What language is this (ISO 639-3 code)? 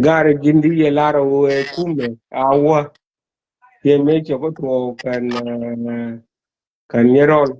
nus